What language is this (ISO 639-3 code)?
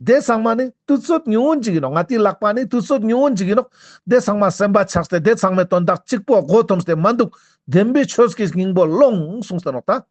lbj